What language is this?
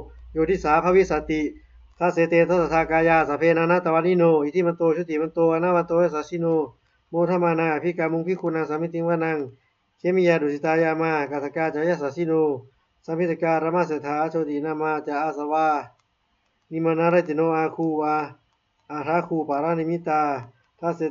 Pali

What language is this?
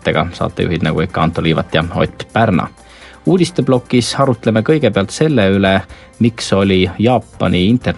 Estonian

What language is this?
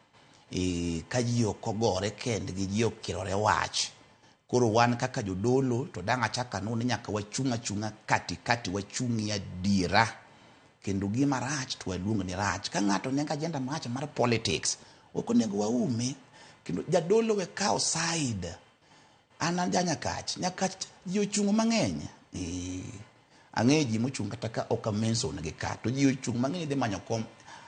Luo (Kenya and Tanzania)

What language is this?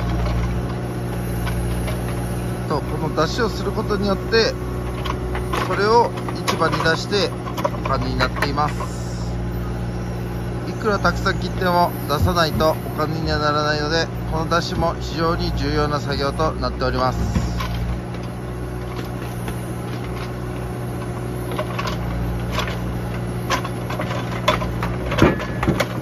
Japanese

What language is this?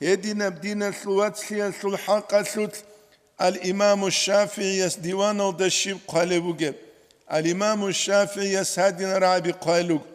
Avaric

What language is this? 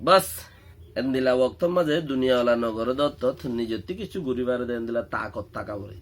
Rohingya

